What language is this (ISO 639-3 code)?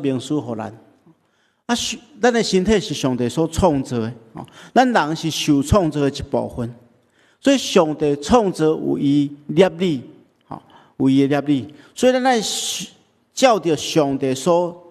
nan